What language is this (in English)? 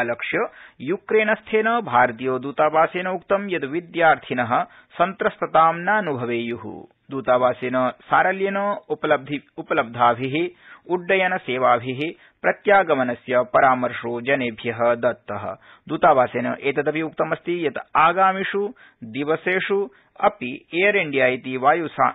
Sanskrit